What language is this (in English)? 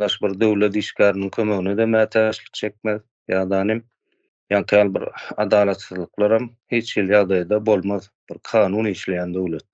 Turkmen